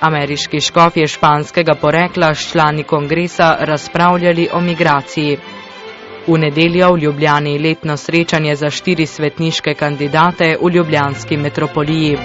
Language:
Slovenian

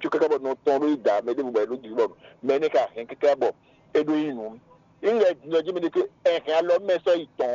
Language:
Fon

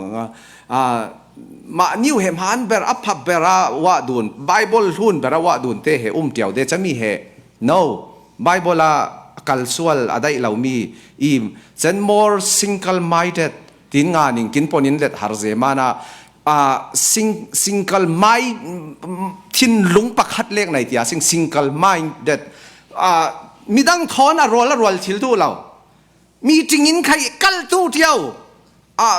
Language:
Falam Chin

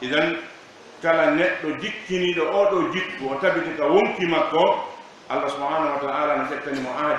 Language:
Fula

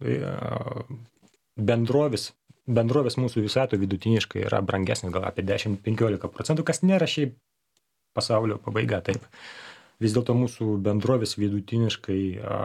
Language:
Lithuanian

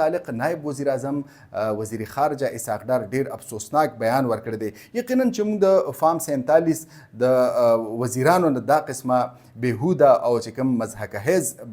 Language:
Pashto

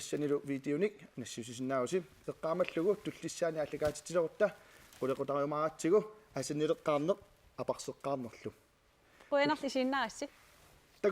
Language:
Kalaallisut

